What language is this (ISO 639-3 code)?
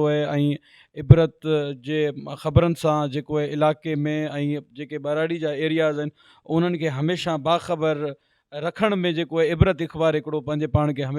snd